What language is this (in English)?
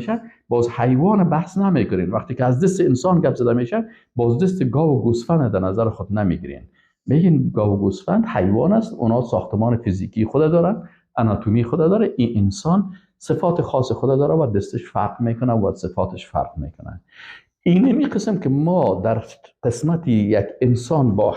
Persian